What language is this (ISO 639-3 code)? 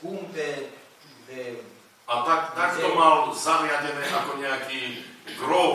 slk